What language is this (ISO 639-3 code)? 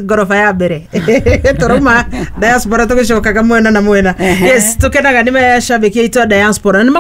kik